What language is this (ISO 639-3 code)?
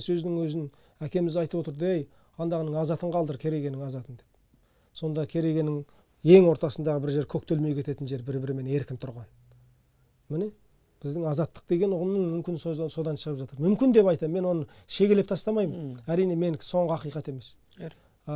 kaz